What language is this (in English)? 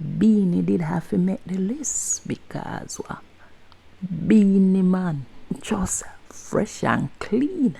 Jamaican Creole English